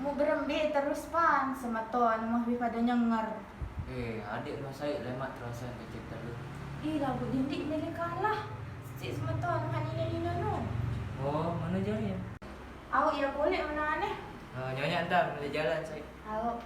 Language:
Sasak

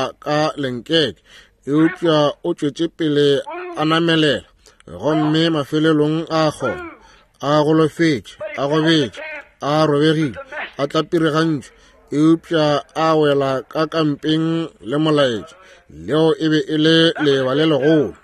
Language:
Northern Sotho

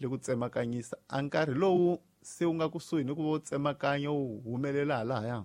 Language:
Tsonga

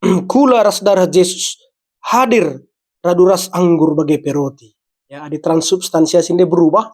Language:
Batak Karo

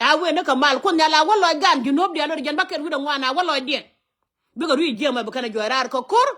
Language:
Nuer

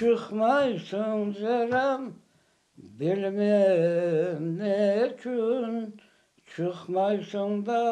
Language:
Crimean Tatar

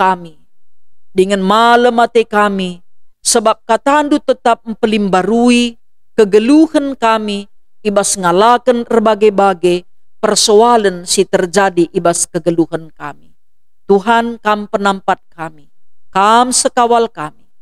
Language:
Batak Karo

